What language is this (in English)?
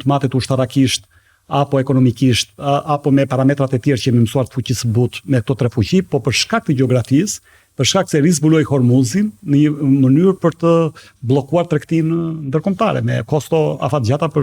Albanian